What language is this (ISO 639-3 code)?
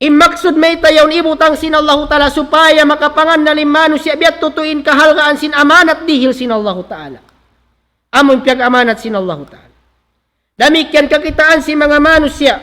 tsg